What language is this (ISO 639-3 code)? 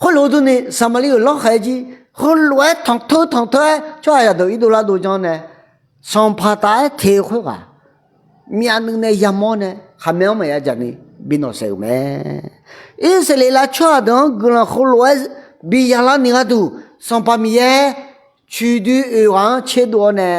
ahk